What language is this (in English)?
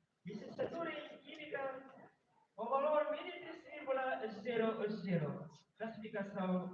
Tetum